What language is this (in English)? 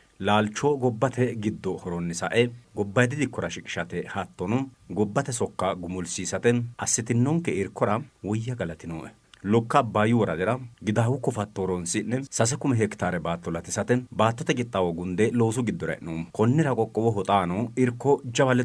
Sidamo